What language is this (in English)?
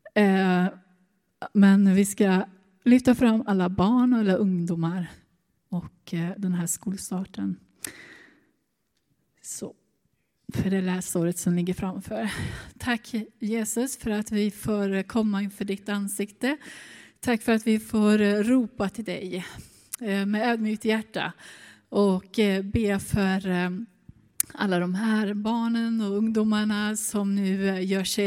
Swedish